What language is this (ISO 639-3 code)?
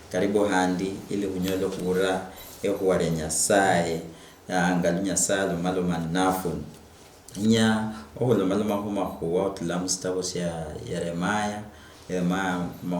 luy